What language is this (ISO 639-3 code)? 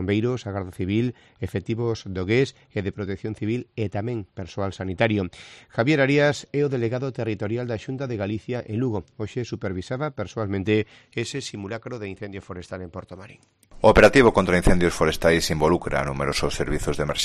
glg